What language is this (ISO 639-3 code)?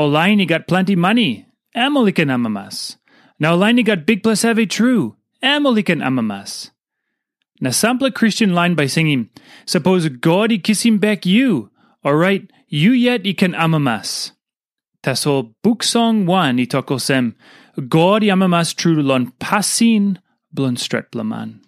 tpi